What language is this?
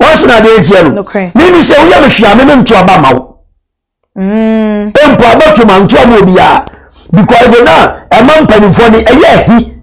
Akan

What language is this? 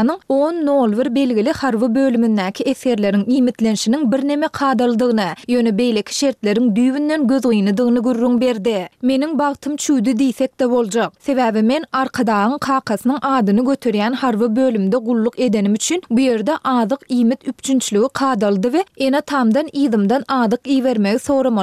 Turkmen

